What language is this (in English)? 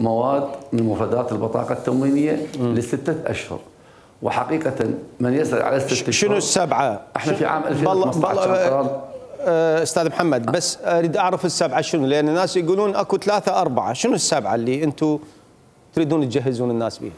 Mesopotamian Arabic